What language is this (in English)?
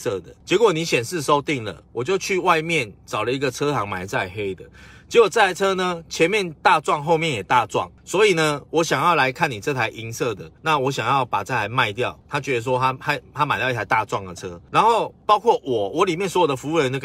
Chinese